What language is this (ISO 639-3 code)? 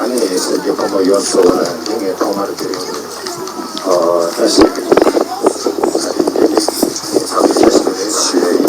bod